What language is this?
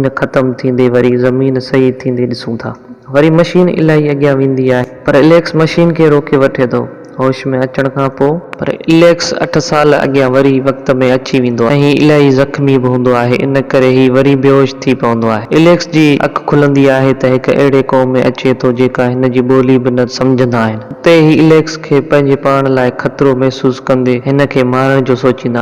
Sindhi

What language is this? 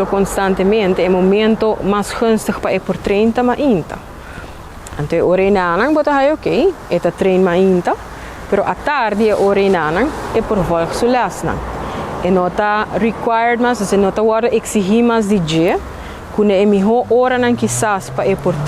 Papiamento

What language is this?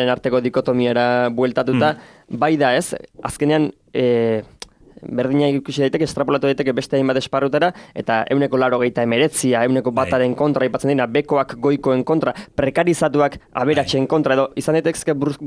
Basque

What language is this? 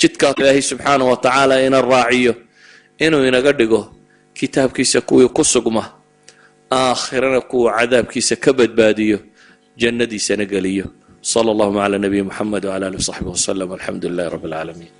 Somali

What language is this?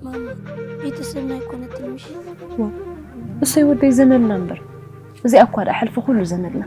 Tigrinya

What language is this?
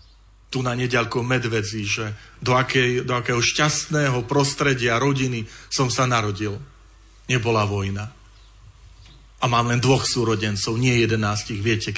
Slovak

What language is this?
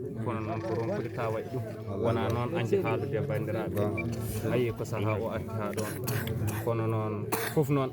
Fula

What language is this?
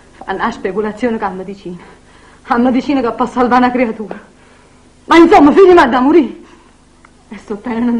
Neapolitan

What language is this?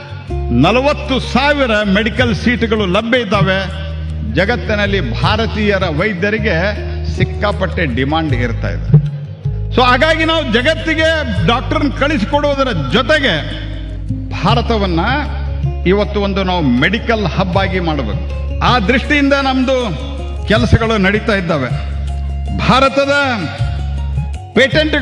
Kannada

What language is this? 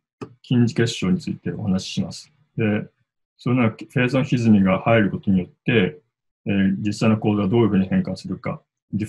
Japanese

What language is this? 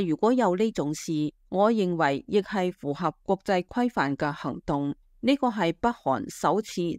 Cantonese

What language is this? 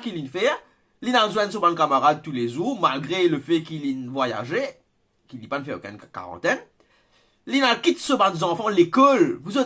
Morisyen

